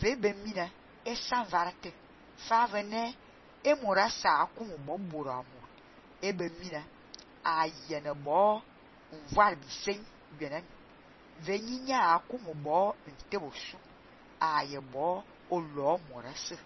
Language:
Fang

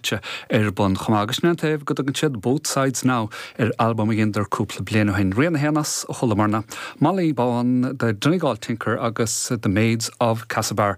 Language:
Irish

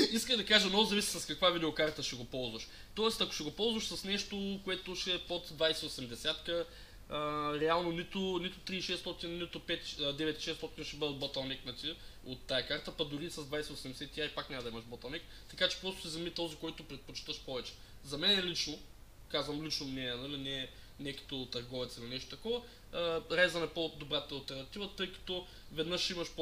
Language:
Bulgarian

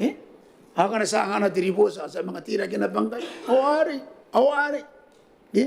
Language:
Gilbertese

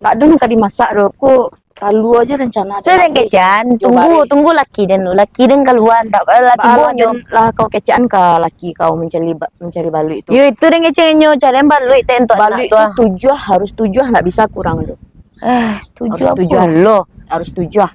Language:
Minangkabau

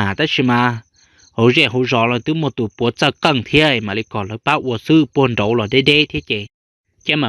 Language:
Hmong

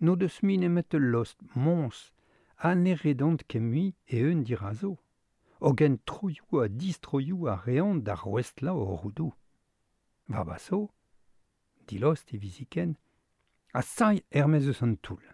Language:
Breton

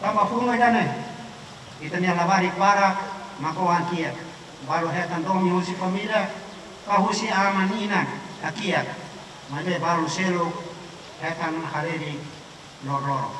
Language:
Tetum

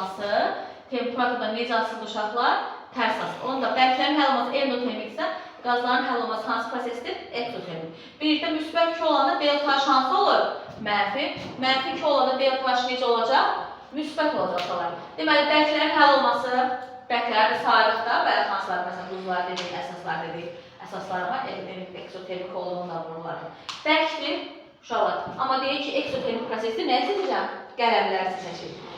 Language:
Azerbaijani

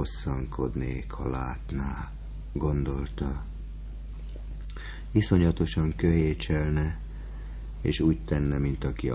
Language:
Hungarian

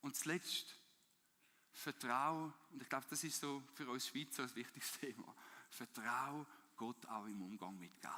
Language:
Swiss German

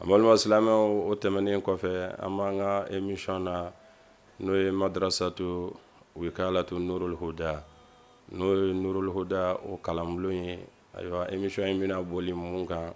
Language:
Bambara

